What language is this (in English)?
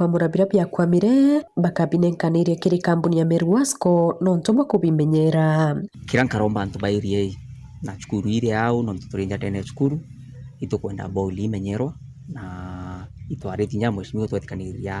Meru